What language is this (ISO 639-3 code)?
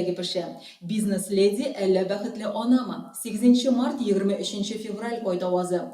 tat